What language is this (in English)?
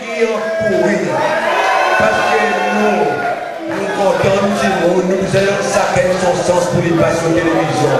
Seselwa Creole French